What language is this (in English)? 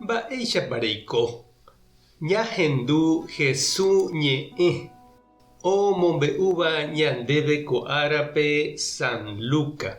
Guarani